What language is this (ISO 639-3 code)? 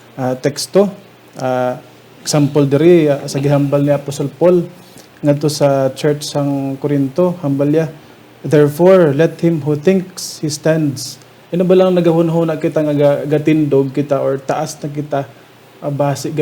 hil